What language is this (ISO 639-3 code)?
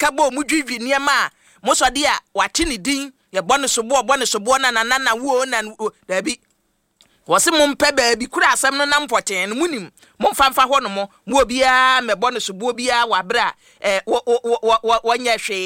aka